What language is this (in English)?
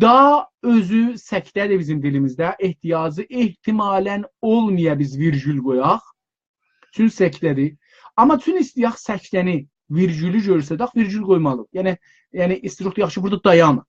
South Azerbaijani